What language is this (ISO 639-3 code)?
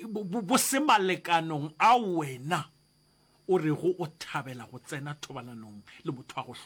nso